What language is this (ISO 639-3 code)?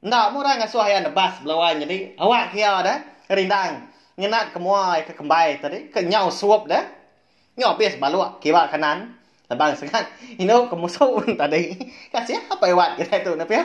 iba